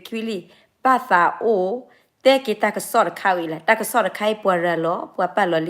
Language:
S'gaw Karen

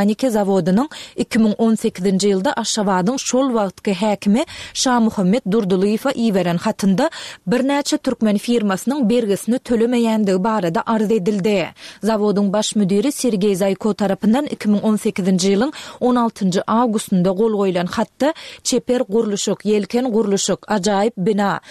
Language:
Turkmen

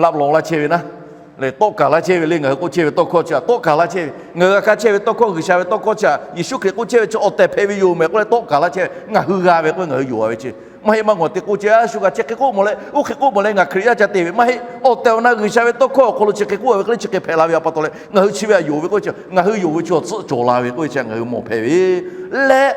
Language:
Lahu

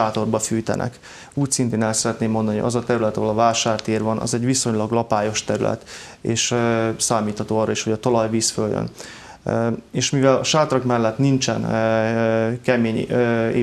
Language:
Hungarian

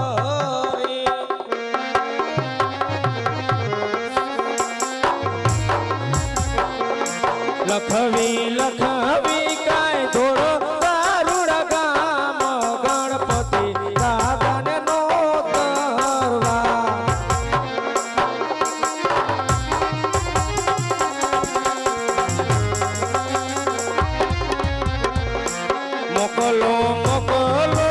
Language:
Gujarati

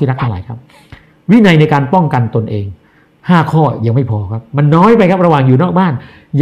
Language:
Thai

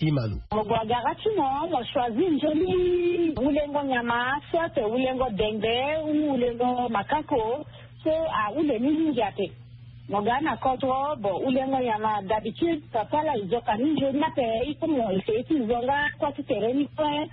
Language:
Sango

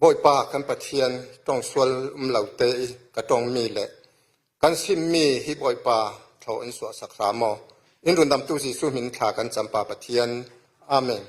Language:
Falam Chin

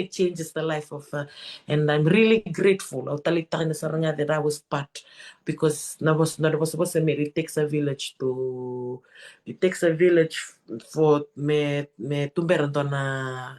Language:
Fijian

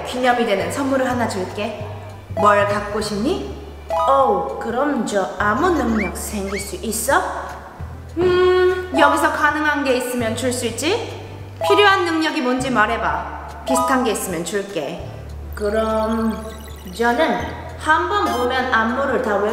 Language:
Korean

